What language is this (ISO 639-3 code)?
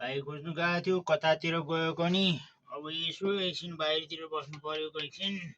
nep